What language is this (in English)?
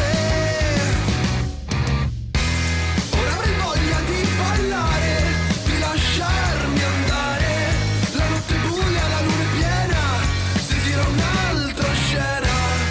Italian